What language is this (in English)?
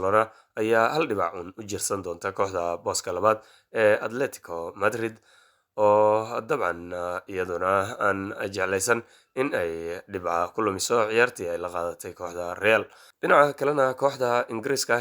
Somali